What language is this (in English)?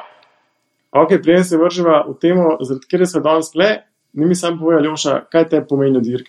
Slovenian